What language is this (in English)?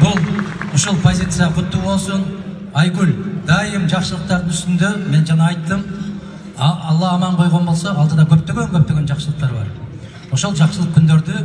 Kyrgyz